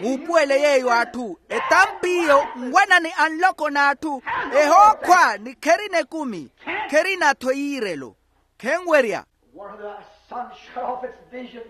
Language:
Makhuwa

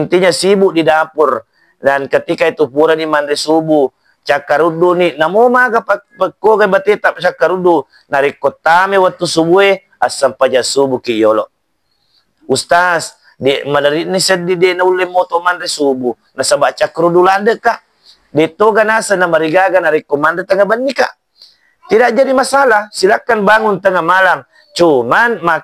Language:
Buginese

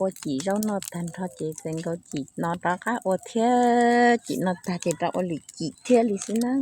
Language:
Hmong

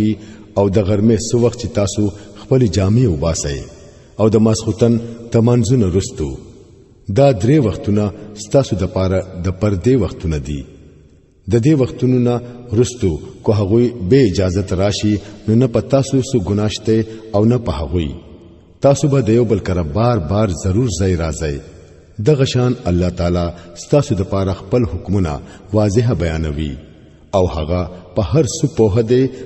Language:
Pashto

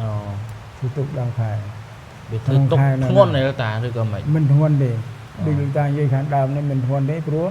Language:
Khmer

